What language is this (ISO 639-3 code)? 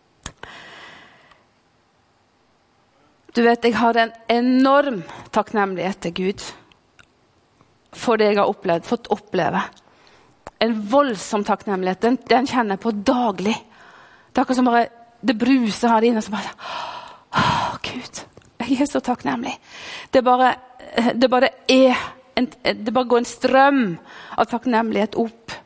nor